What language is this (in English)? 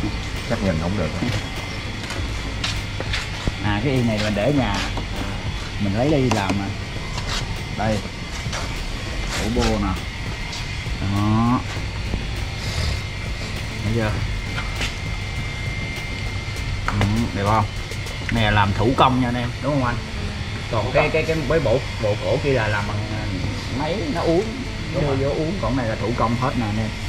Vietnamese